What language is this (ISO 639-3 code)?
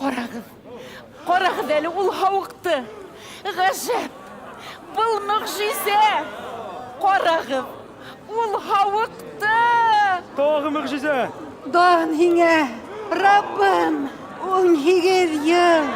bak